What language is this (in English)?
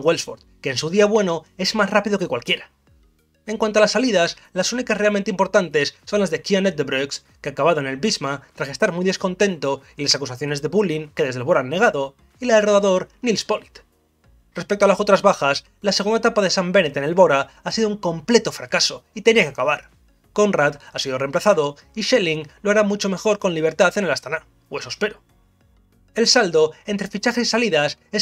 Spanish